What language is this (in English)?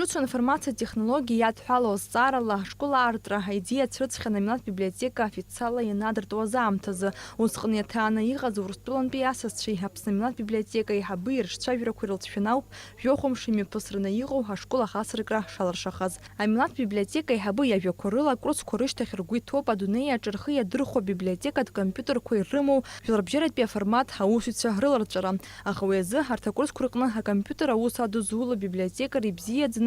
Abkhazian